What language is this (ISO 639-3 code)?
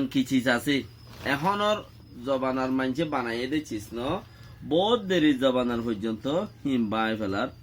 rhg